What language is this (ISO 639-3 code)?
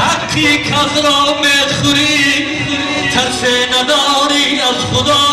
tgk